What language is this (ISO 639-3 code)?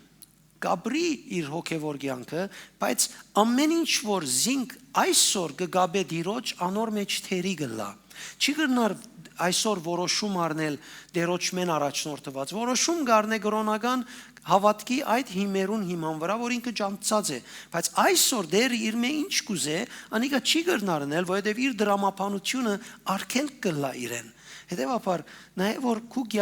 hyw